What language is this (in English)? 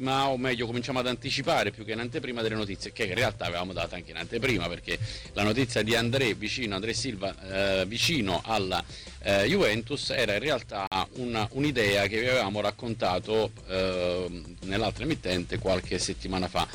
Italian